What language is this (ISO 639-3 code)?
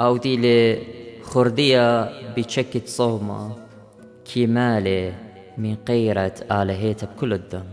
aii